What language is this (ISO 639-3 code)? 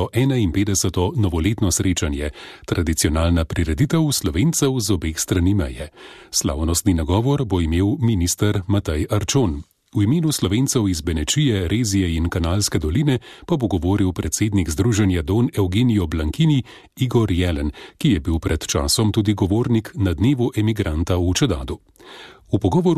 slv